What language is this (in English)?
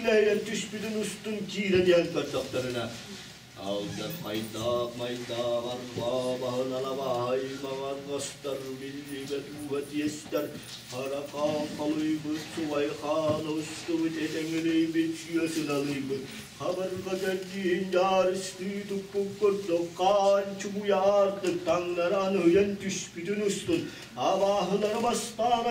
Yakut